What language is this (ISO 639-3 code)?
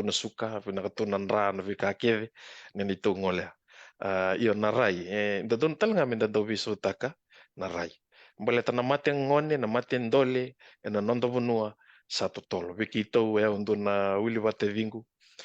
fij